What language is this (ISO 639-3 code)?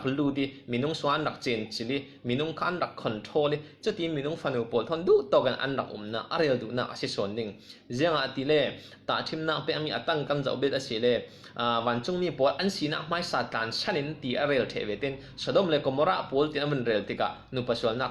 cfm